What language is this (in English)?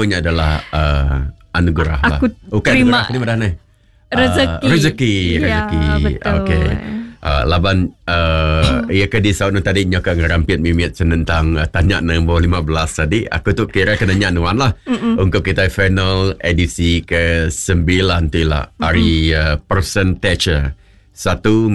Iban